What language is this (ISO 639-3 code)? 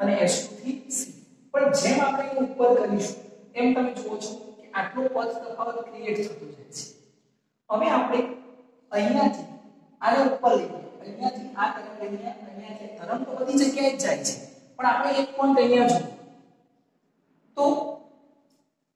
guj